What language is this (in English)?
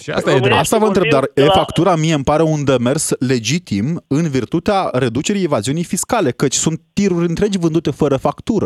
Romanian